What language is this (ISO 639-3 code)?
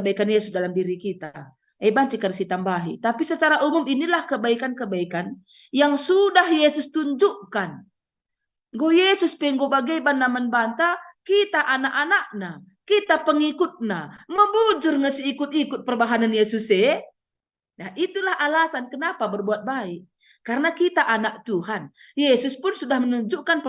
btx